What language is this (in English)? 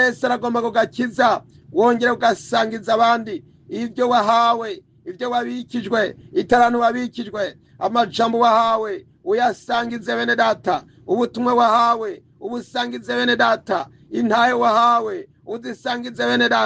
Rundi